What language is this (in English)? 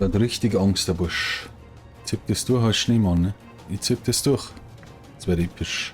Bavarian